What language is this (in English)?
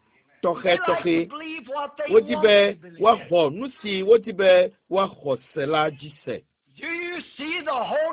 Ewe